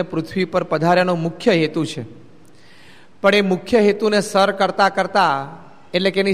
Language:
Gujarati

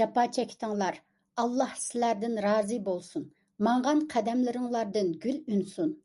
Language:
Uyghur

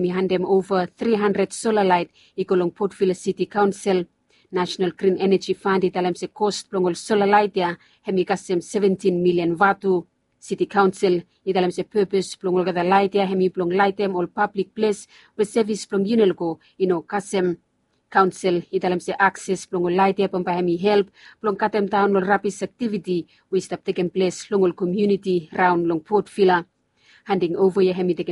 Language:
Bislama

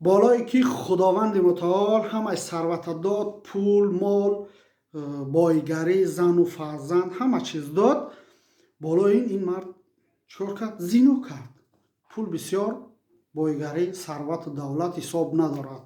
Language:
Tajik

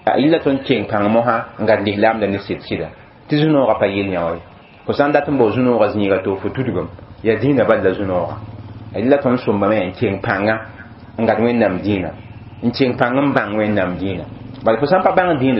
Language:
Mossi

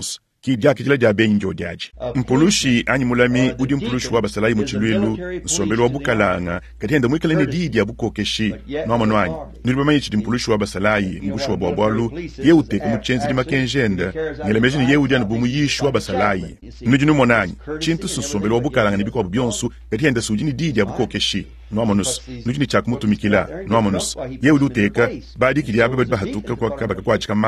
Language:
Luba-Lulua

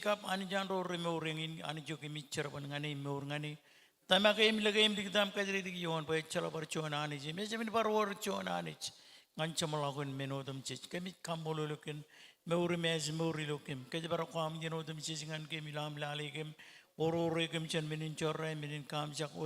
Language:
Marshallese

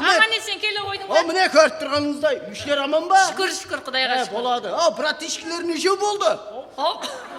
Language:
Kara-Kalpak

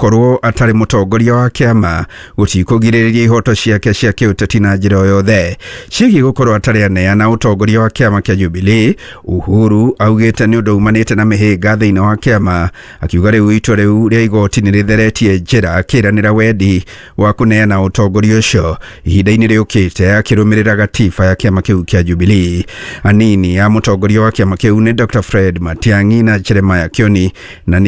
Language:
Kikuyu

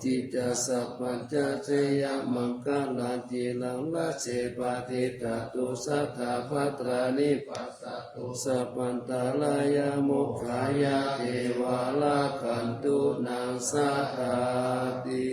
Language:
Pali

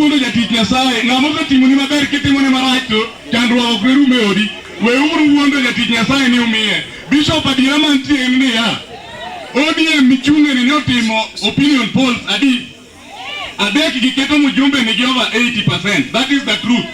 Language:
Luo (Kenya and Tanzania)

